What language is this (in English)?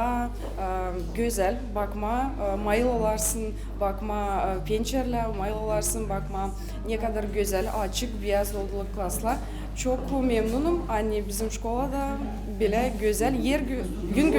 Gagauz